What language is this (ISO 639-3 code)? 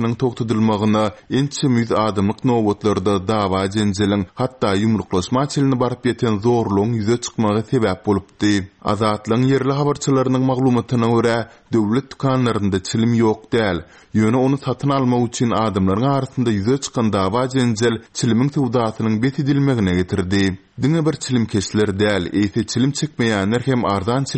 tuk